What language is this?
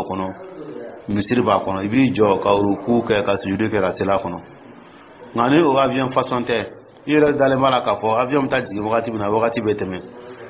Dyula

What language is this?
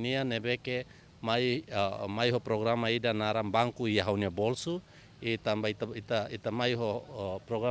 Tetum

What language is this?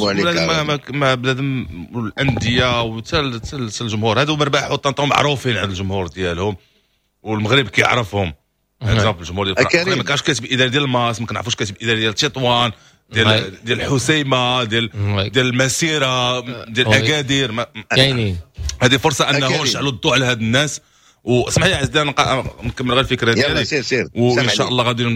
Moroccan Arabic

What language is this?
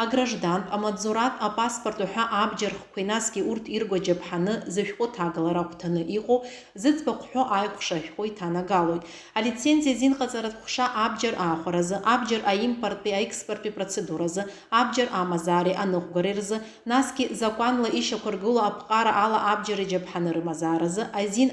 Abkhazian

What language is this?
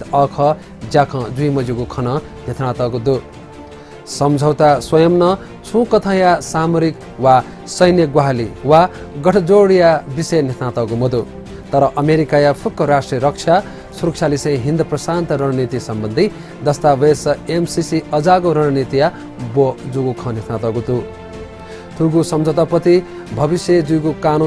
Newari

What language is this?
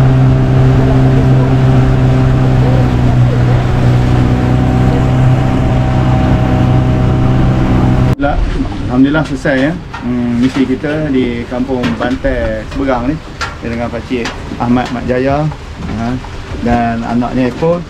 Malay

